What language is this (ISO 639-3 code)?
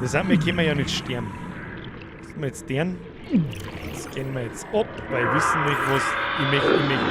bar